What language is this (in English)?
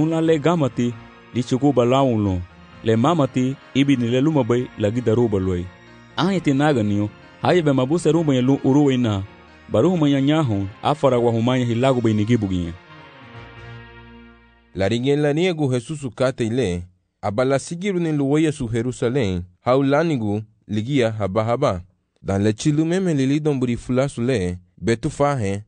Garifuna